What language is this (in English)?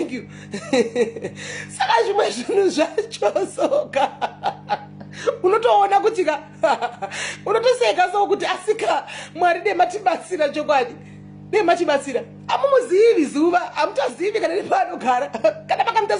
Shona